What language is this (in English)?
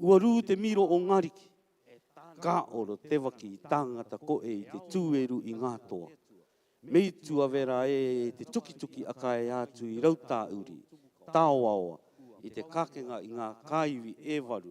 Rarotongan